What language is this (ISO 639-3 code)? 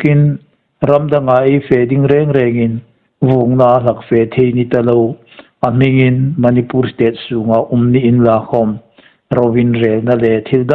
hmr